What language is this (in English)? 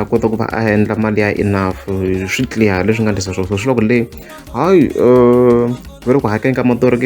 Tsonga